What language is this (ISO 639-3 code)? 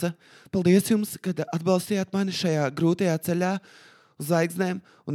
lav